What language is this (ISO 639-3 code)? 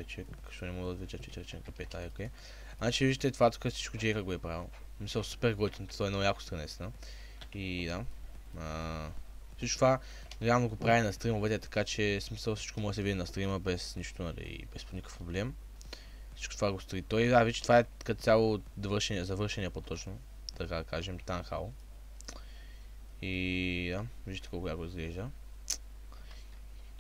bul